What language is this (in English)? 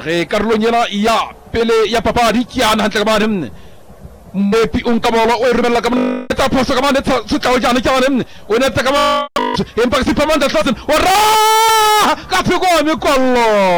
Southern Sotho